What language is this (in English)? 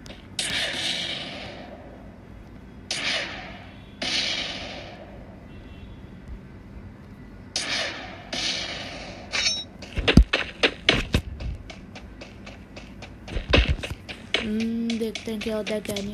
Hindi